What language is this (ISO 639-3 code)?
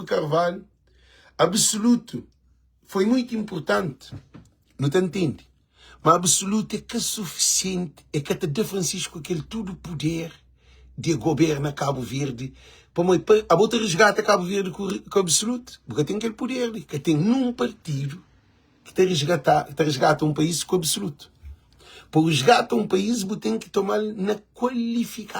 kea